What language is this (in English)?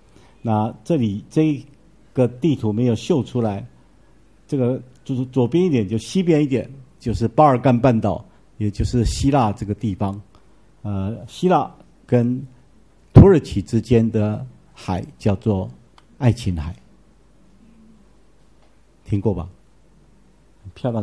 Chinese